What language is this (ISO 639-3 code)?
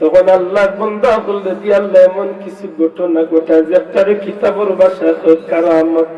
syl